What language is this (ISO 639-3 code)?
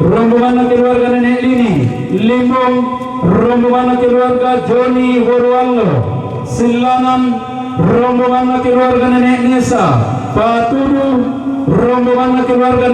sda